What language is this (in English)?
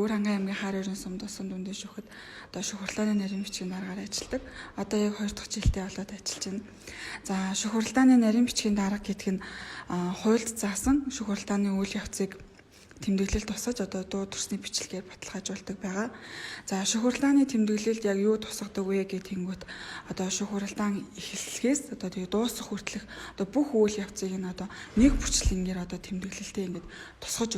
Mongolian